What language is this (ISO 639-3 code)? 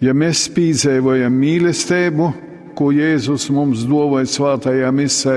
ltg